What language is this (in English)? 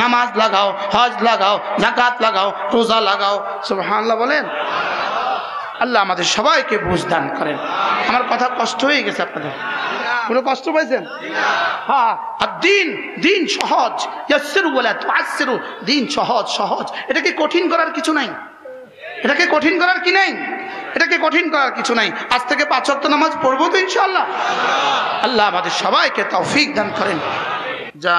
Bangla